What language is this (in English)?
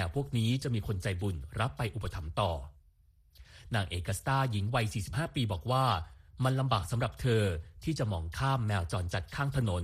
Thai